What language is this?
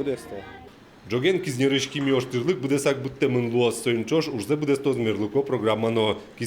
Udmurt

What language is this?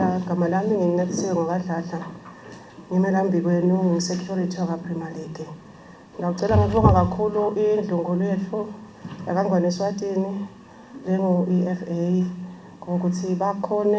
Swati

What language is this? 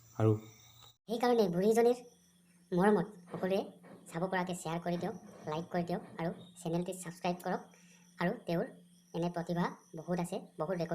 Assamese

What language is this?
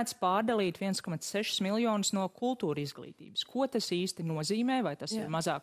Latvian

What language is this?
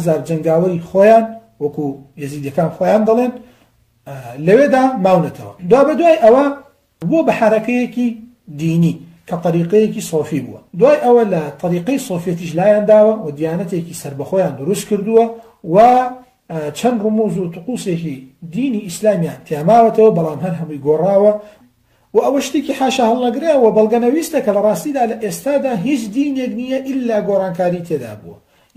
Central Kurdish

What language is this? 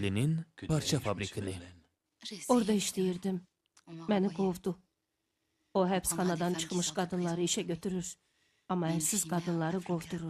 Azerbaijani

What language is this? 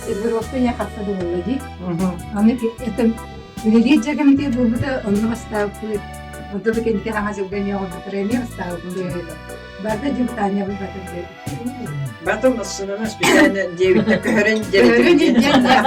Yakut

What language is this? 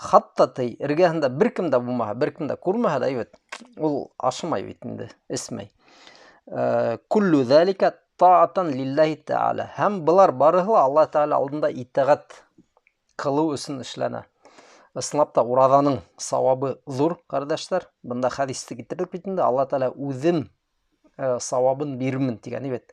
Bashkir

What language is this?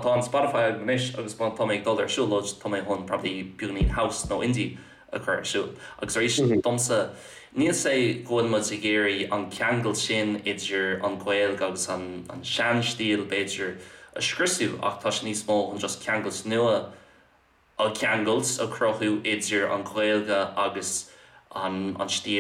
Irish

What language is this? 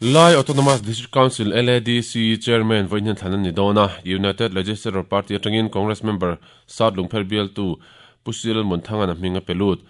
Mizo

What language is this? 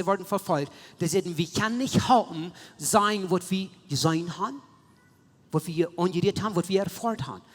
Plautdietsch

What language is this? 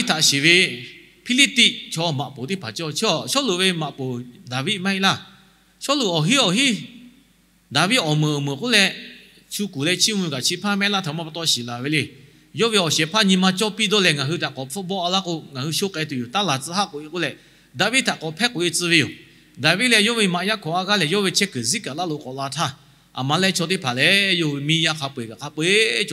Lahu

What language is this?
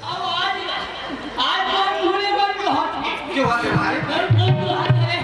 Chhattisgarhi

